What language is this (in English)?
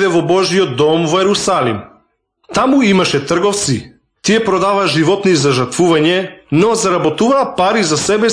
Macedonian